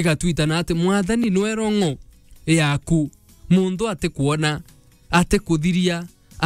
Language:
Meru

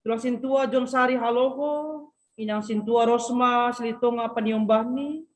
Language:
Batak Simalungun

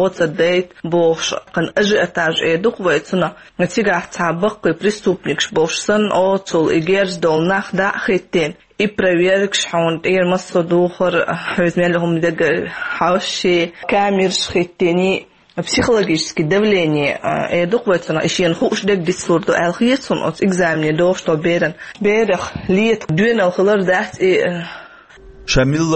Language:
Chechen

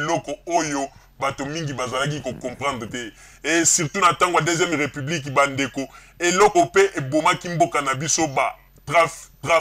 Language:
Lingala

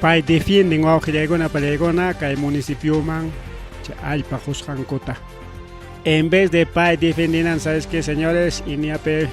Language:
Ayacucho Quechua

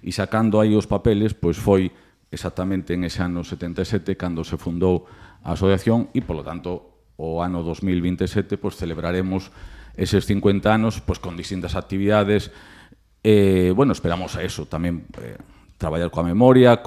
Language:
Galician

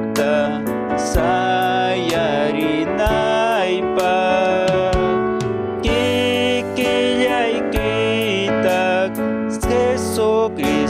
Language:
Ayacucho Quechua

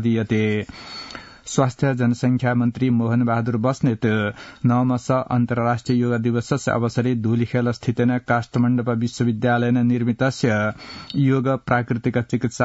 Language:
Sanskrit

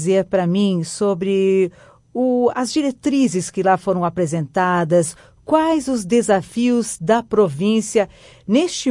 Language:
Portuguese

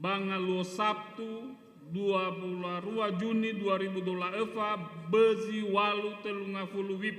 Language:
Nias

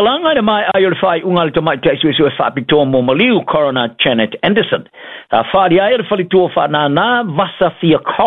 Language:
Samoan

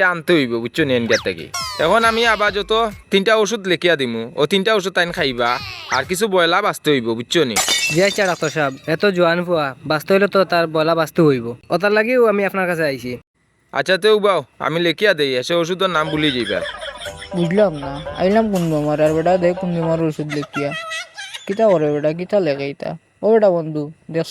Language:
Sylheti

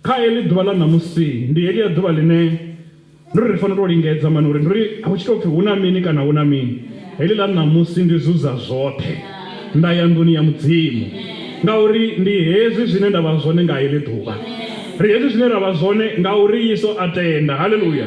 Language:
Venda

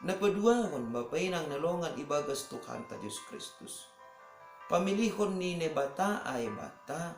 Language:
Batak Simalungun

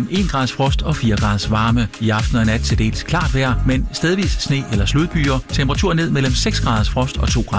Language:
Danish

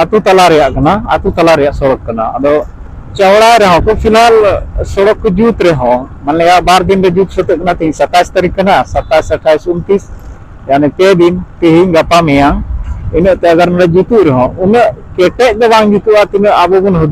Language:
Santali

